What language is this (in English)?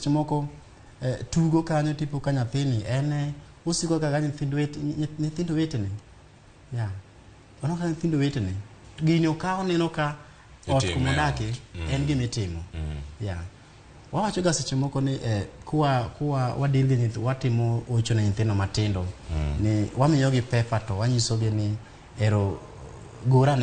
Luo (Kenya and Tanzania)